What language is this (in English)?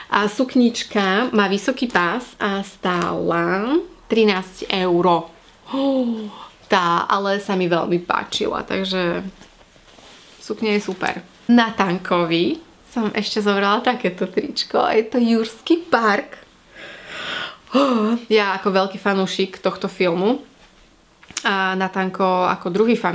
Slovak